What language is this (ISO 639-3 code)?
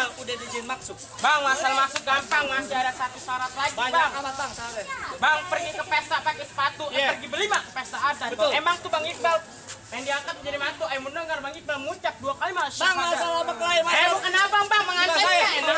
bew